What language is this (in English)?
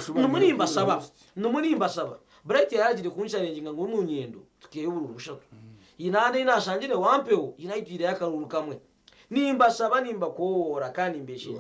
Nyankole